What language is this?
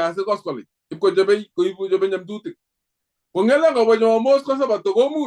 Kalenjin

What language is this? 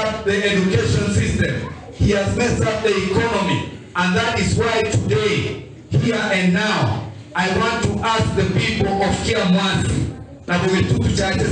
Gusii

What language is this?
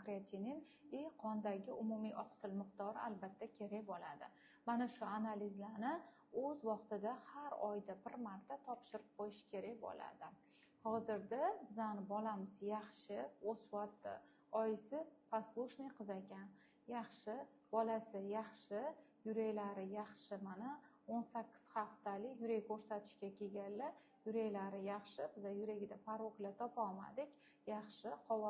Uzbek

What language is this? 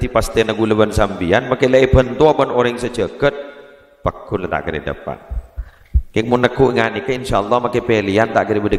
Madurese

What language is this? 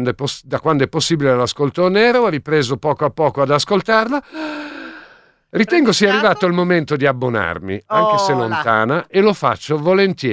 Italian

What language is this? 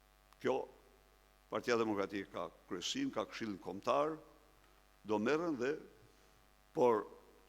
Albanian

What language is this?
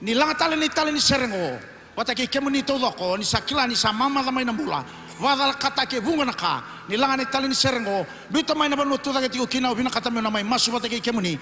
Fijian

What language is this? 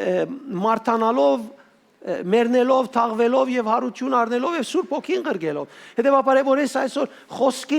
Western Armenian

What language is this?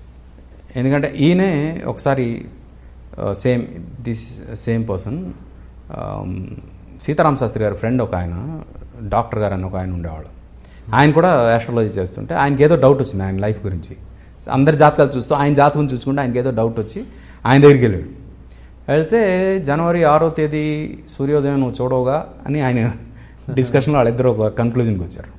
Telugu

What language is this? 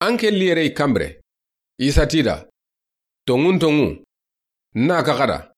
Soninke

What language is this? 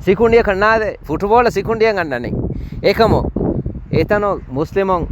Divehi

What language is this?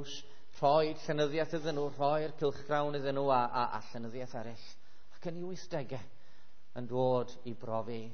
Welsh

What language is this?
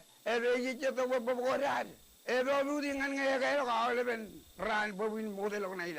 Marshallese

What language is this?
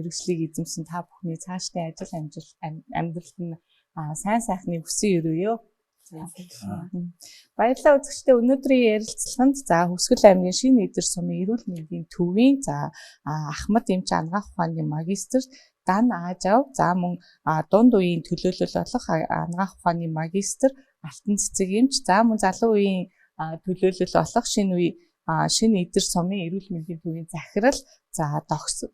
Mongolian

